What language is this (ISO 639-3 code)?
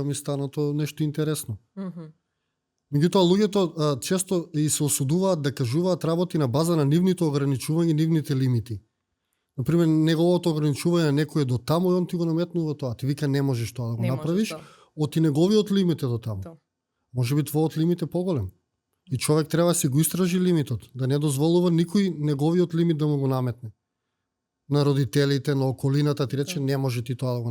mkd